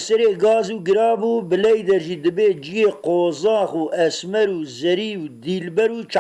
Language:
Kurdish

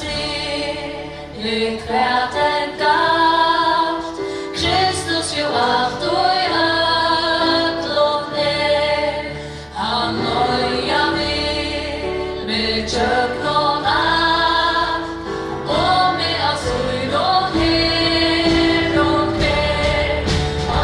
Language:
Faroese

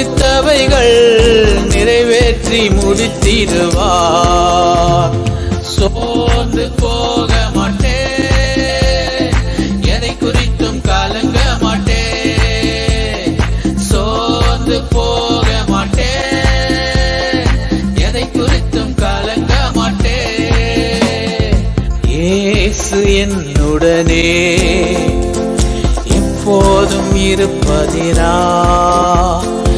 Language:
Tamil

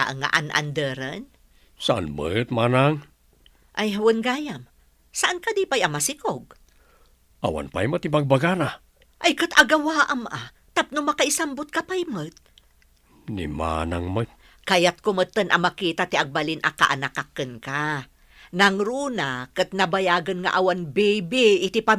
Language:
Iloko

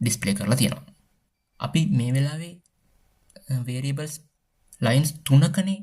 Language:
Sinhala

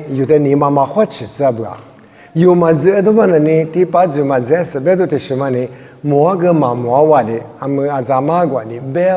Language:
Lisu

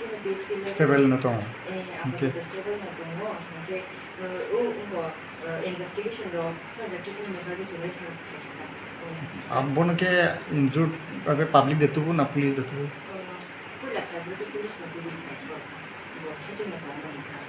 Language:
Kok Borok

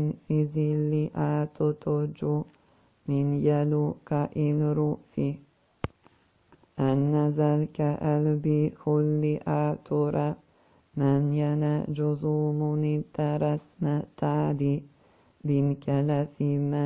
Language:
Arabic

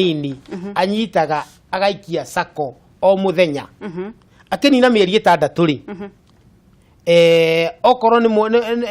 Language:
Kikuyu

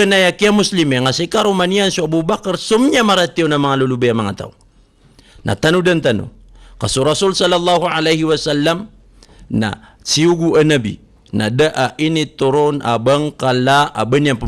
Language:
Maranao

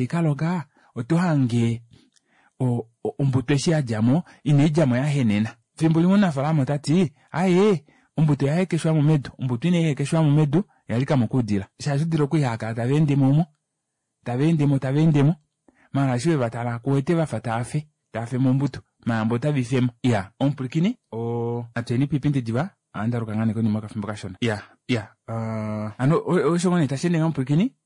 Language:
Kuanyama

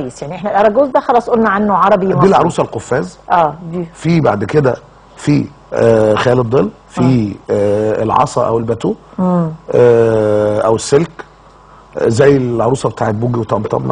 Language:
Egyptian Arabic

